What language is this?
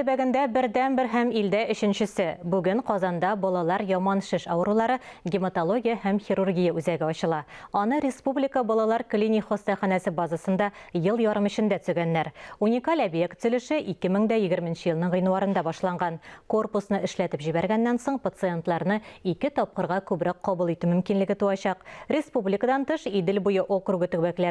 Tatar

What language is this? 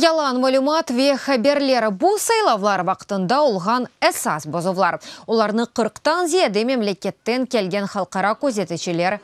Crimean Tatar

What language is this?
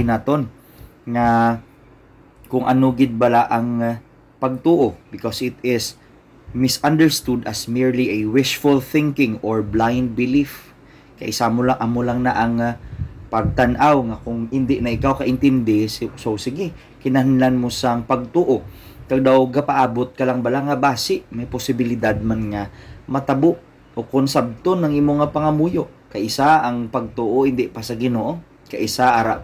Hiligaynon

